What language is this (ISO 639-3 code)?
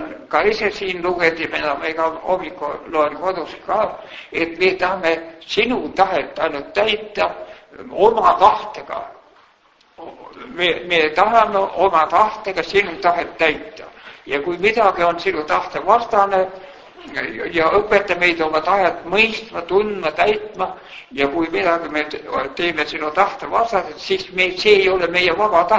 est